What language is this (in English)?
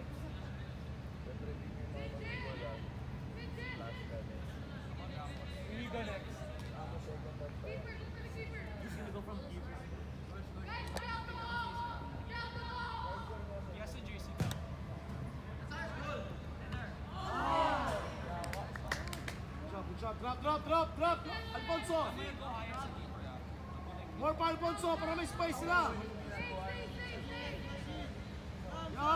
Filipino